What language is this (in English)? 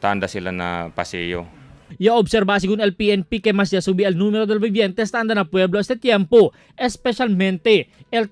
Chavacano